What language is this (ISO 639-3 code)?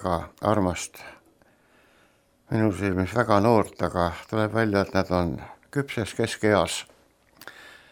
est